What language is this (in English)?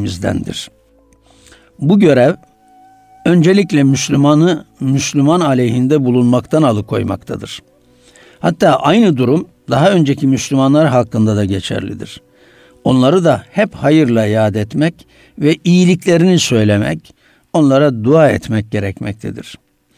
Turkish